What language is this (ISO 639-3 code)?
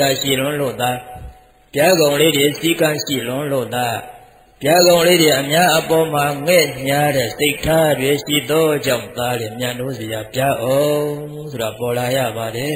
mya